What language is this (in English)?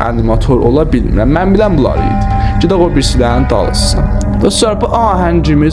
South Azerbaijani